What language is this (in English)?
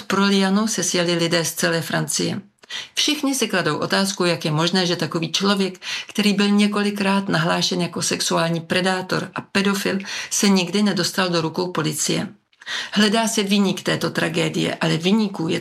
Czech